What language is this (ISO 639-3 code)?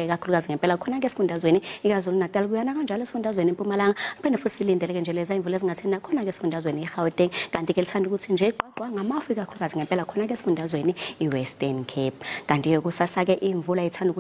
zul